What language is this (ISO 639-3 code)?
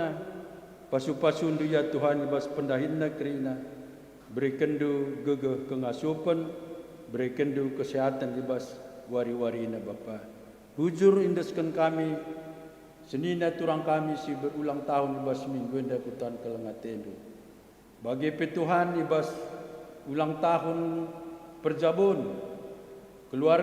btx